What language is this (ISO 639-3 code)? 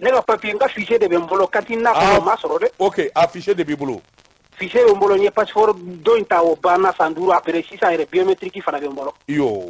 bam